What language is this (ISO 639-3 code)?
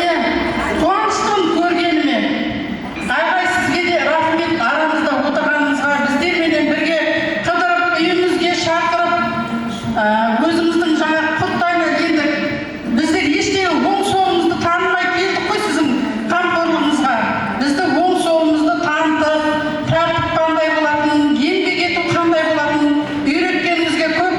kaa